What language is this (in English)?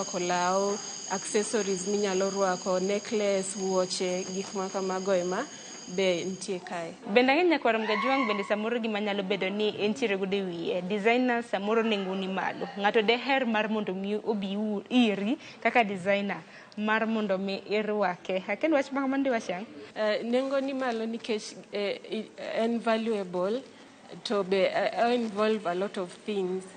Luo (Kenya and Tanzania)